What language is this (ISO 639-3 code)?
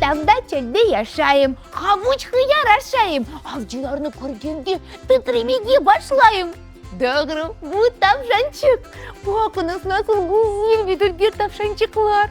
crh